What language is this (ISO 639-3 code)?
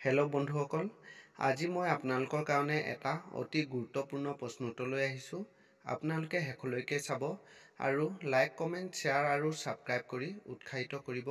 asm